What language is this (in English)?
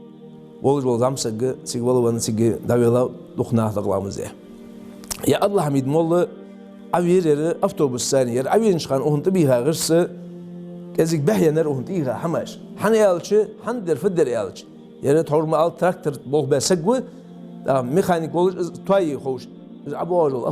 Ingush